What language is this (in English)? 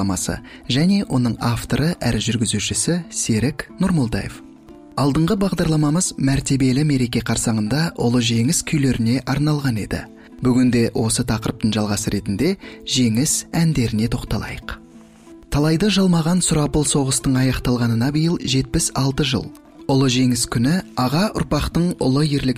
Kazakh